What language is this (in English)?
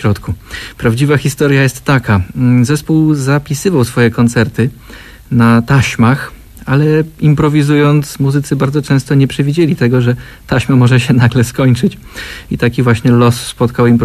Polish